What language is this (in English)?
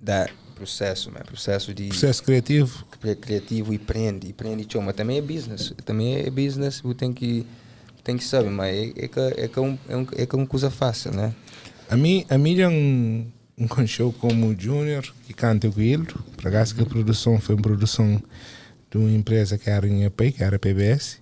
Kabuverdianu